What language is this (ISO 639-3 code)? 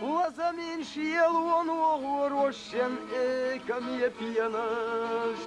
che